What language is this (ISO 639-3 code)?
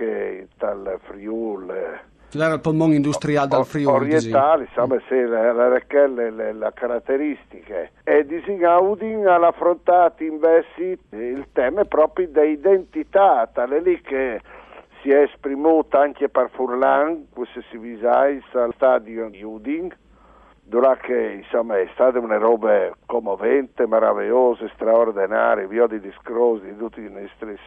fur